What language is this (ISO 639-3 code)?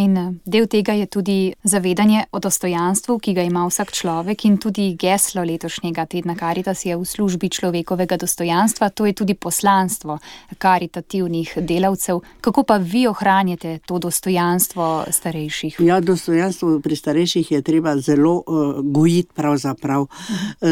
slv